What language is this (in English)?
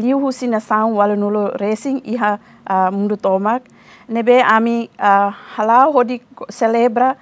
Tetum